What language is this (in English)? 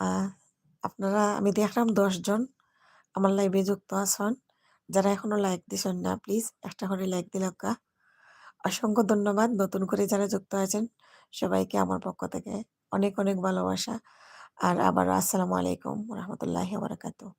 Sylheti